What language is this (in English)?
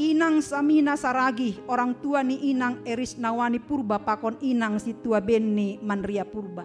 Batak Simalungun